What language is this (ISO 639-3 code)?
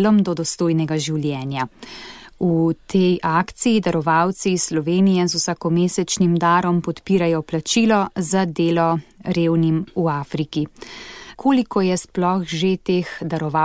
slv